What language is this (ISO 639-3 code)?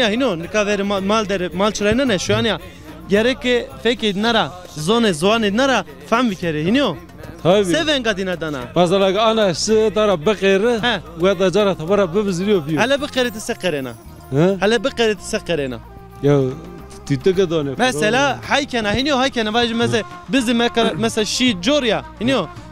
zza